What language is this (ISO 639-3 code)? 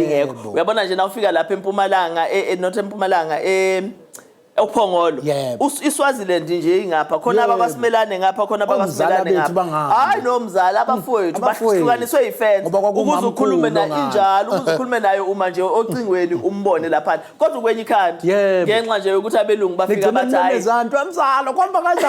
zul